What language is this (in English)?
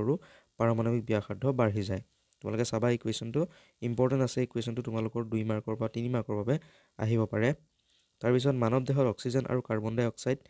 Assamese